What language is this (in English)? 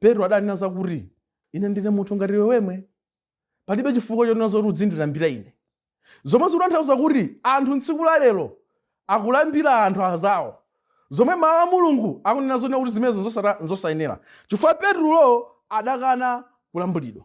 Nyanja